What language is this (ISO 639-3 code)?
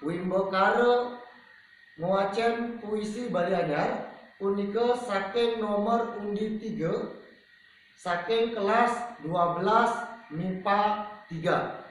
ban